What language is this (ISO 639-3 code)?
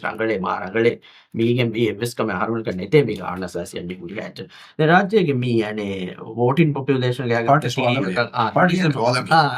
div